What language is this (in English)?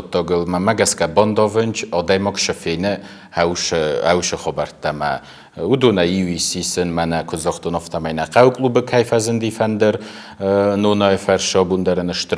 Ossetic